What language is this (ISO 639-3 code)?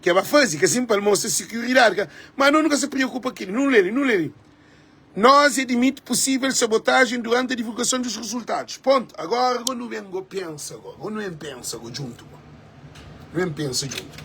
kea